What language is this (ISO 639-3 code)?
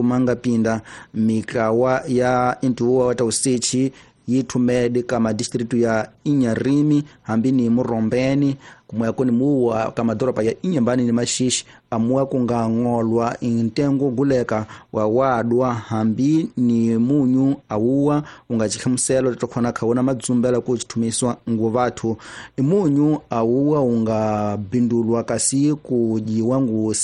tso